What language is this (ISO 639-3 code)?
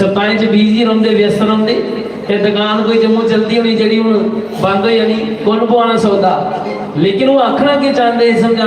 doi